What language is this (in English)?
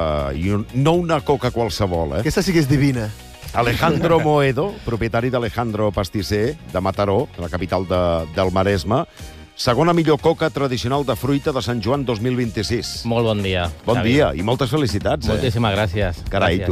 Catalan